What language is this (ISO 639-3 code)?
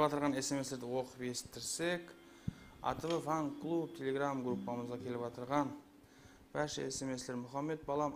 kaa